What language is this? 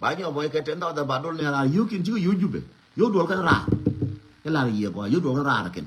Nuer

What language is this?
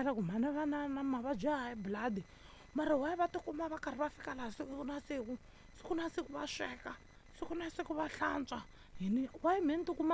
Tsonga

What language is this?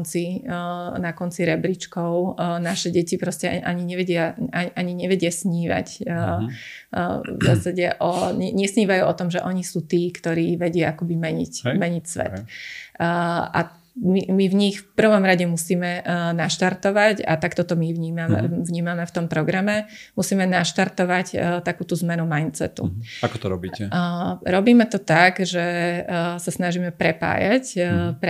Slovak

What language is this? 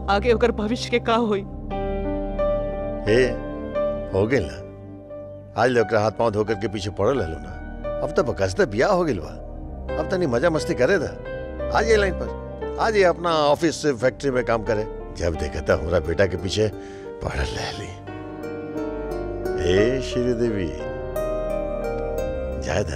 Bhojpuri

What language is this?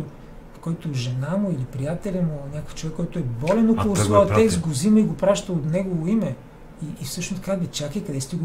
Bulgarian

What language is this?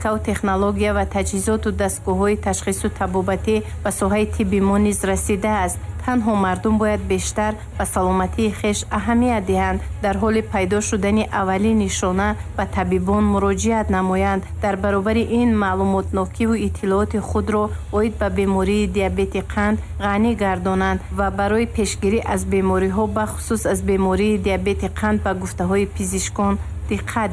Tajik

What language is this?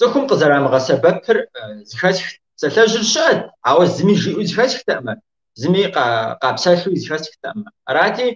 Kabardian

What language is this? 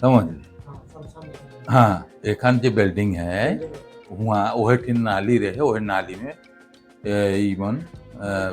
Sadri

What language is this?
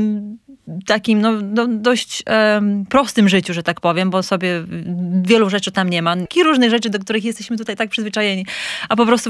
Polish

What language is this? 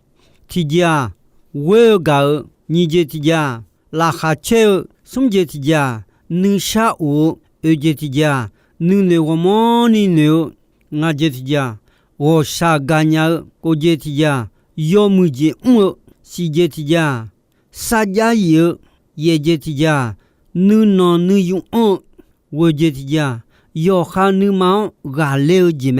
Akha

